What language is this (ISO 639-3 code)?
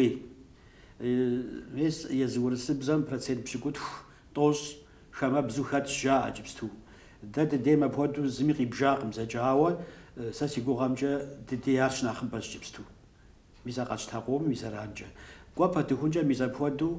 kbd